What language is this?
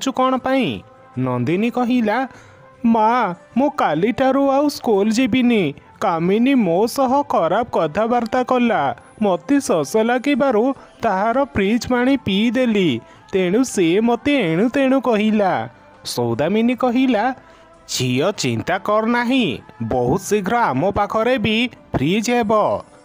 Odia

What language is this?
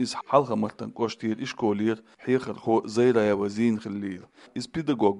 Chechen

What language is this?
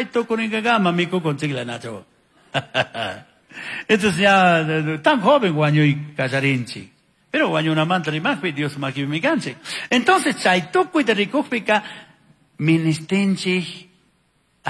Chimborazo Highland Quichua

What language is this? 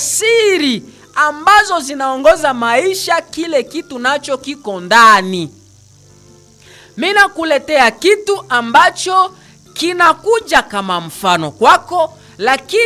Swahili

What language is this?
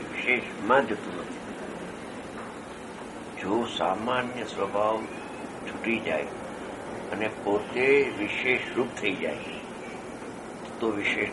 Gujarati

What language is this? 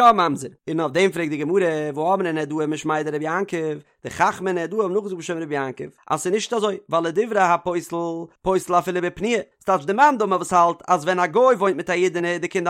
Yiddish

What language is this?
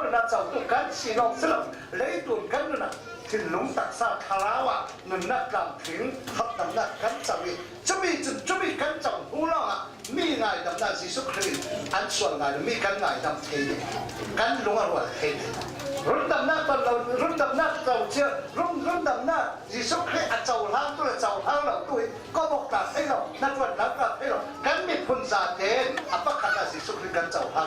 Falam Chin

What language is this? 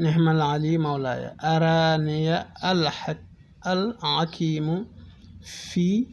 Wolof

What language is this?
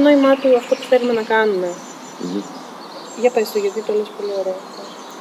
Greek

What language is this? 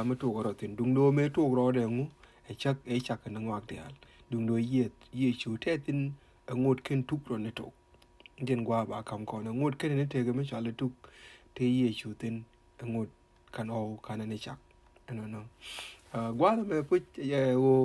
Nuer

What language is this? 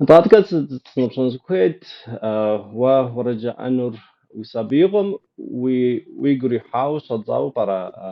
Kabardian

